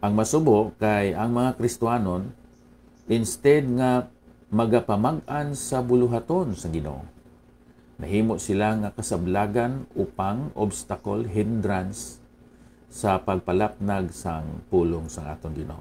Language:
Hiligaynon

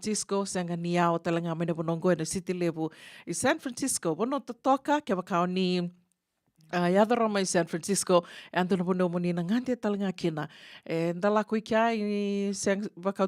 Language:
Fijian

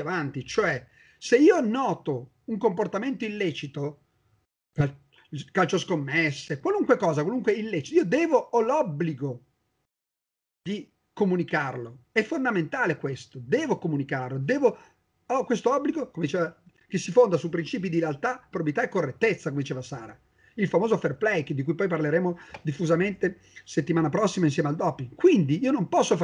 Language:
Italian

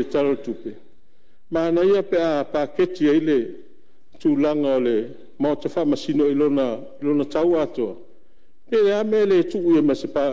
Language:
Samoan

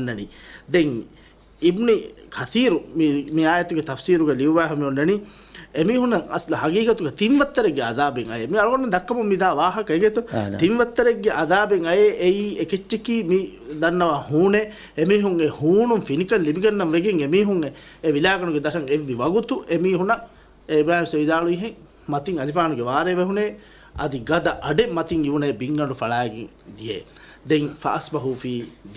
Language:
Divehi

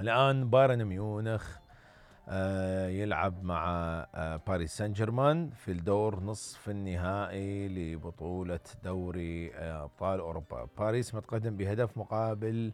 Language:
Mesopotamian Arabic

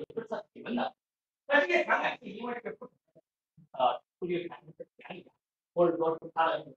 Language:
Chinese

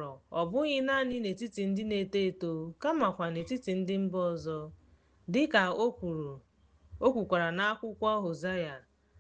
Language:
Igbo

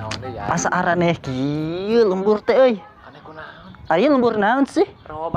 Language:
Sundanese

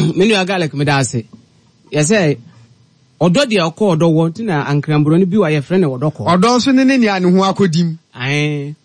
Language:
Akan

